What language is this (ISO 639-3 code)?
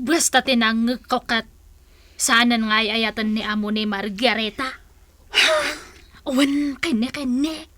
ilo